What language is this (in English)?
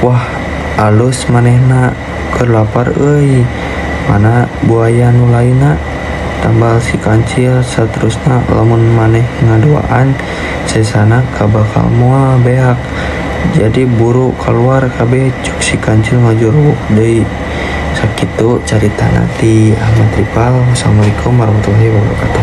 Sundanese